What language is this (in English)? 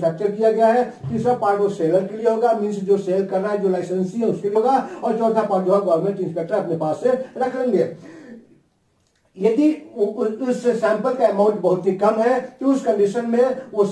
Hindi